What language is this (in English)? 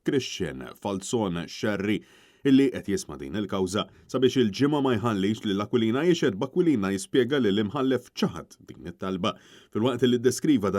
Maltese